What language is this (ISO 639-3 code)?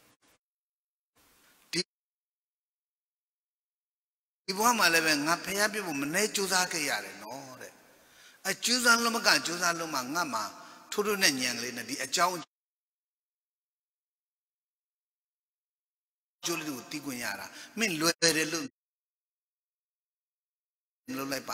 mya